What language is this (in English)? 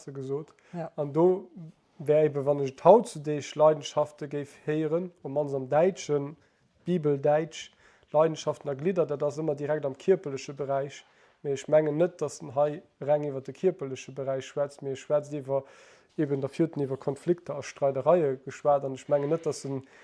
Luxembourgish